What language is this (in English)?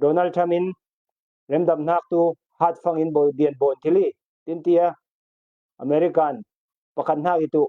Falam Chin